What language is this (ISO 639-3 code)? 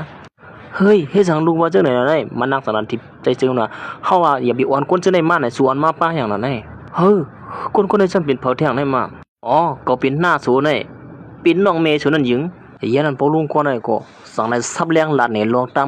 shn